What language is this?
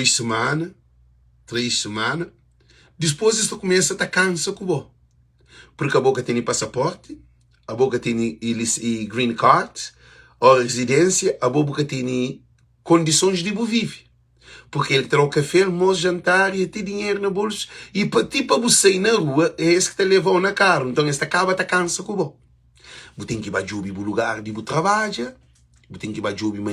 Kabuverdianu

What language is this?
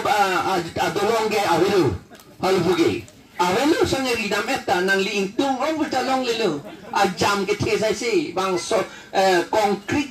Karbi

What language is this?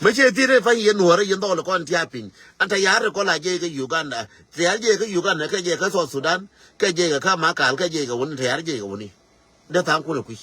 Nuer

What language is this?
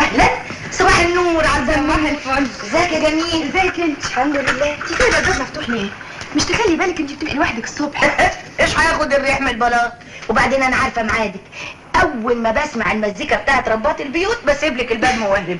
Egyptian Arabic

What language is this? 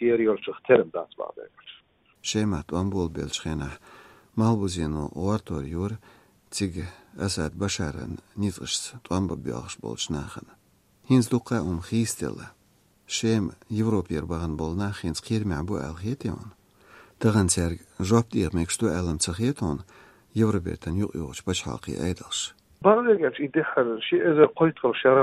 Chechen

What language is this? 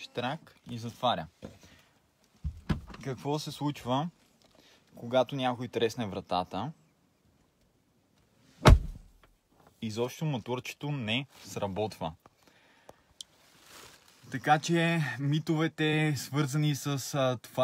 Bulgarian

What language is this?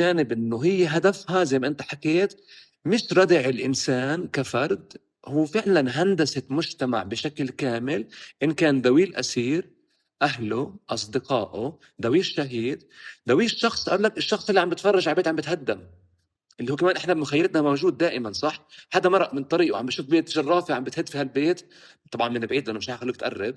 North Levantine Arabic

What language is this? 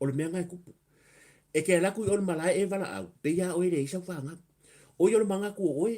Samoan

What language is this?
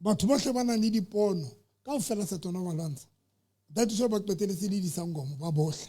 Southern Sotho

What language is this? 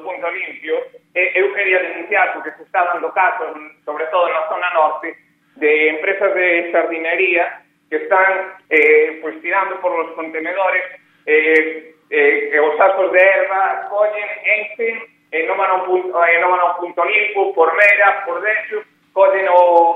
Galician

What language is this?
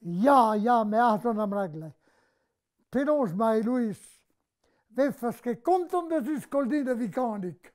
Breton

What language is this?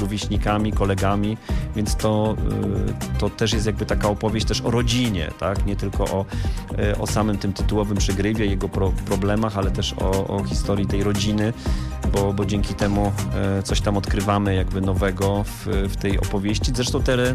Polish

